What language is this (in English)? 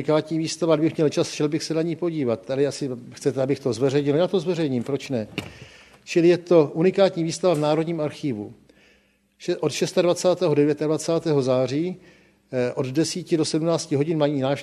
Czech